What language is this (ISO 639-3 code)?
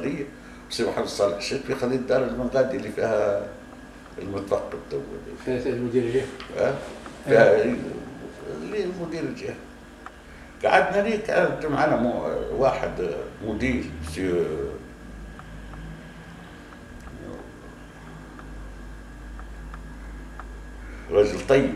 aeb